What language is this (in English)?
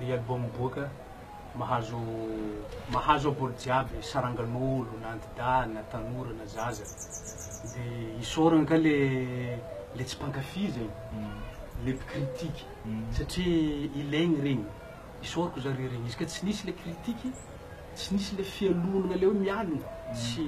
Malagasy